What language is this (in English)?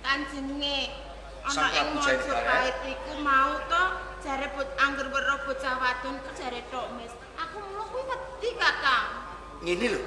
Javanese